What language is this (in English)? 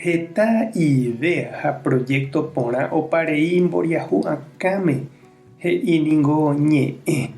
Guarani